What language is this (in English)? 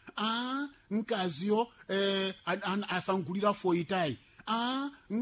Sena